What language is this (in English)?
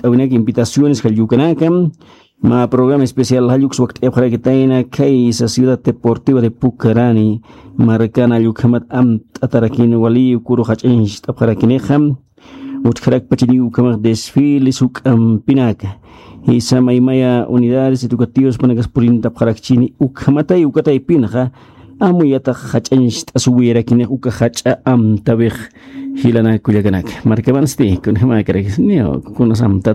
Aymara